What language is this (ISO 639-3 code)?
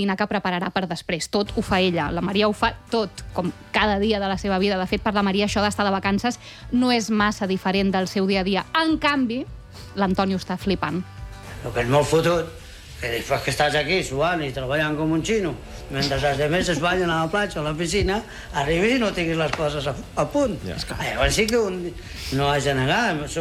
cat